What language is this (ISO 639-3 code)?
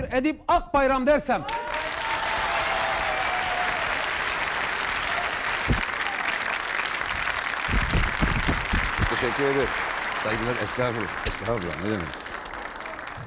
tur